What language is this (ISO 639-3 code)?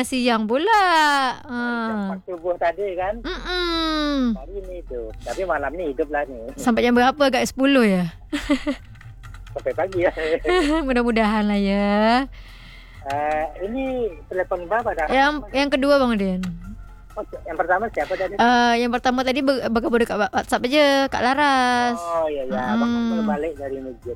msa